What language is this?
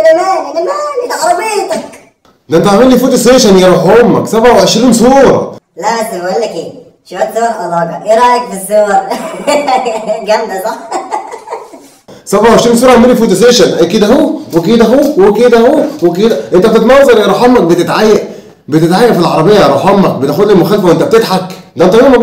Egyptian Arabic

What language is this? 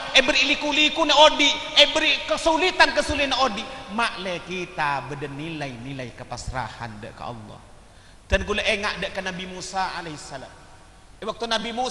Madurese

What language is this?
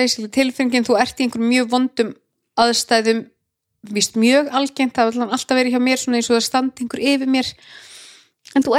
Icelandic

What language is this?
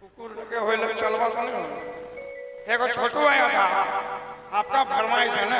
Sadri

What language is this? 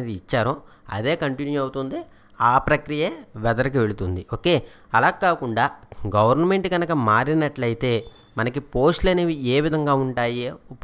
Telugu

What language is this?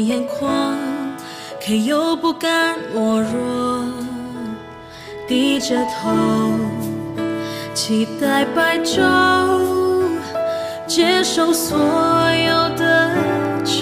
Chinese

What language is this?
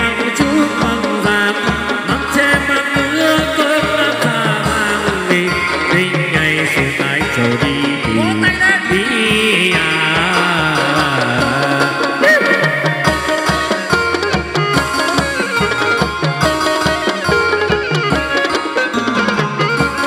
Vietnamese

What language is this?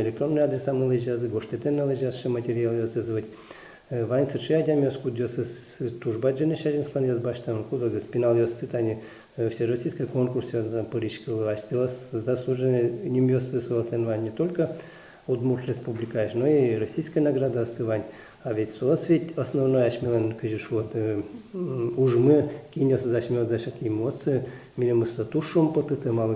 Udmurt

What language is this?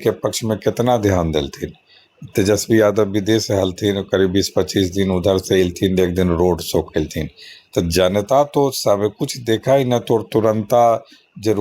Magahi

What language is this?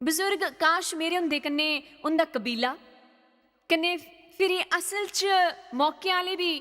Dogri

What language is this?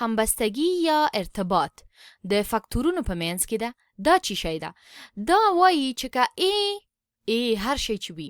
Pashto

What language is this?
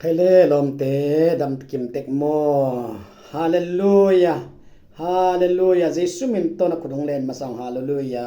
Tedim Chin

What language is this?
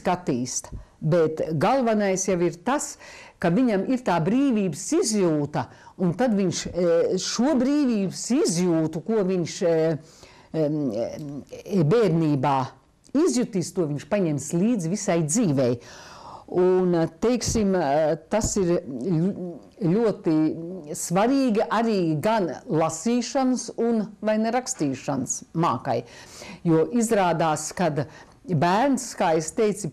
Latvian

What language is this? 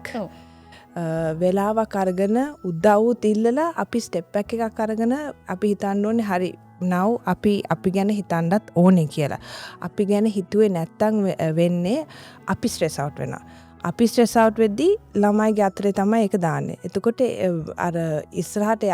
Sinhala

